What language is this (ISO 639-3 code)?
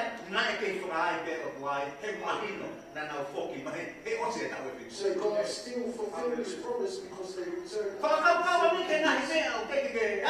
ton